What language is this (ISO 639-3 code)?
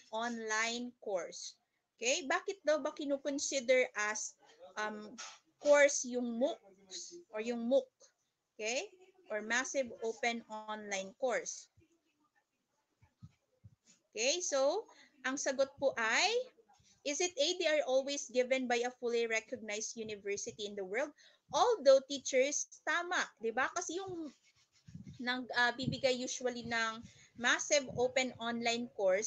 fil